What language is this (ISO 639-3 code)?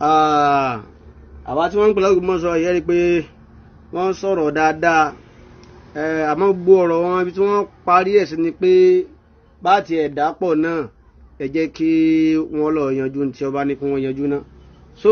yor